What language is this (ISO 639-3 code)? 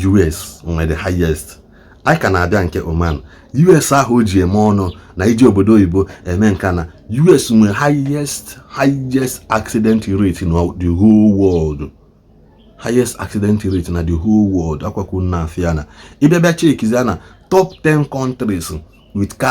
ibo